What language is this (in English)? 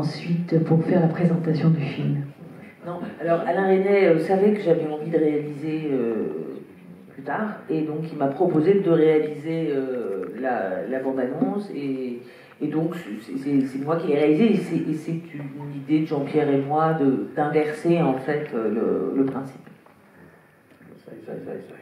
French